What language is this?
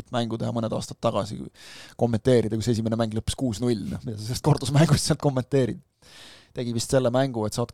Estonian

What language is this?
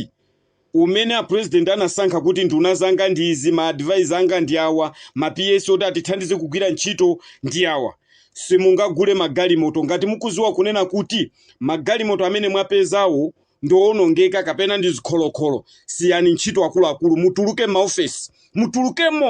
Nyanja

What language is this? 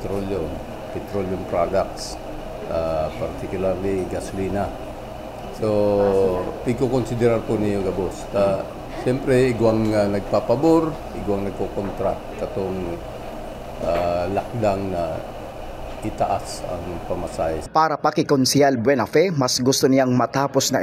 Bikol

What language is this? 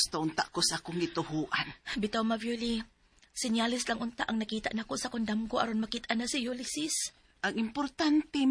Cebuano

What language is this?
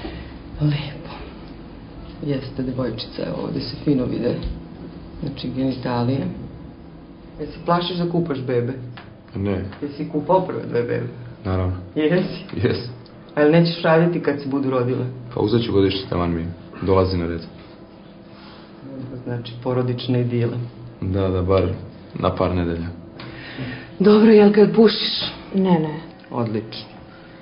Serbian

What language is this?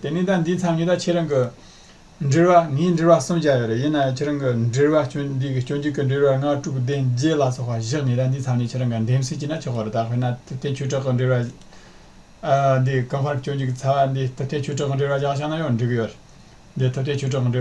Tibetan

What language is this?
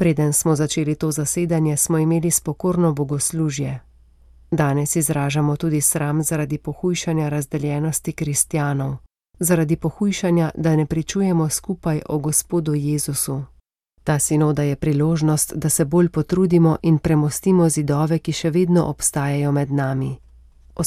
Slovenian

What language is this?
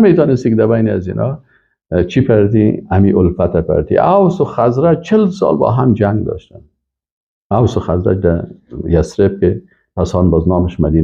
Persian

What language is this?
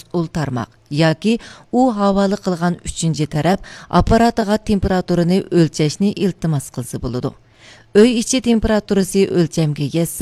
Uyghur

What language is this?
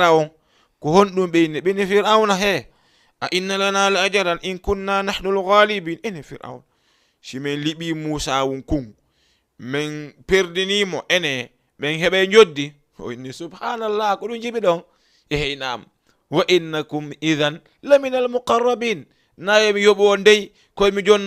Fula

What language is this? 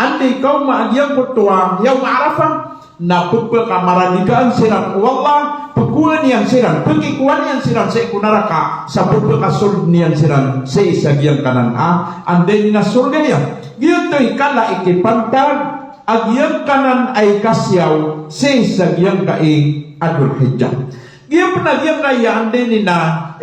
Maranao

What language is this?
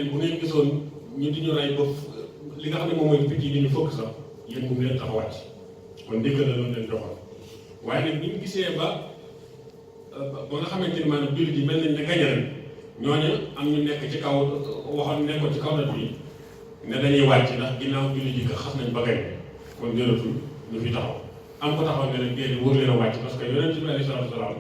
Wolof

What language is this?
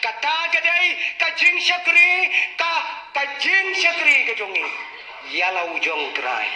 Khasi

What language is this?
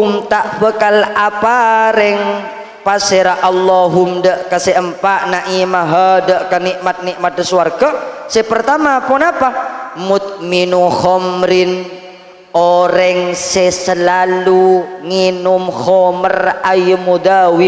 Madurese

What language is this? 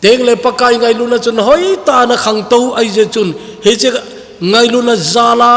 Thado Chin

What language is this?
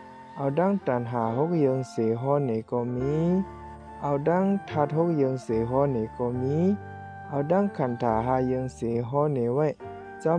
Shan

